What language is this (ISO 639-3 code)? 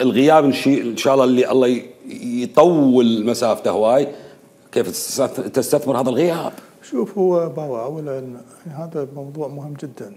acm